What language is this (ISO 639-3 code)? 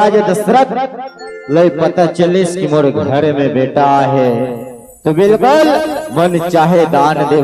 hne